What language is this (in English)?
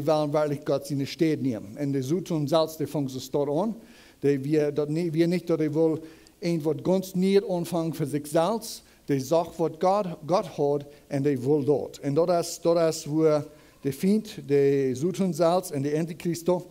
Plautdietsch